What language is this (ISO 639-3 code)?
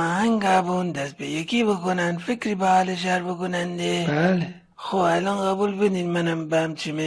glk